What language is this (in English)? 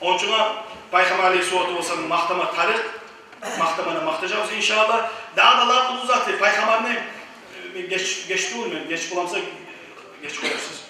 Kumyk